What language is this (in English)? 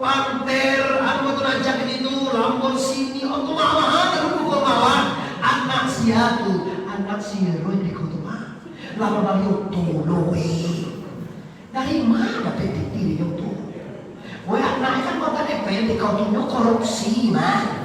Minangkabau